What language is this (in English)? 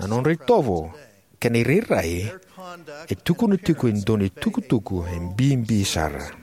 Fijian